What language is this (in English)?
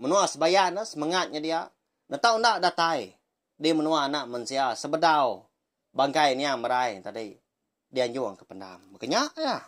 Iban